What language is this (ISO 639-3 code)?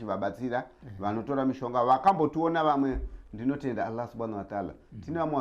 sna